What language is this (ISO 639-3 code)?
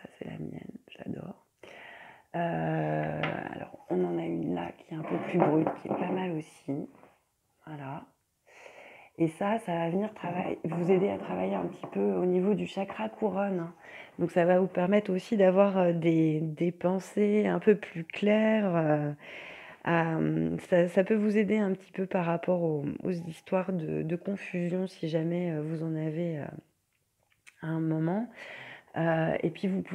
fra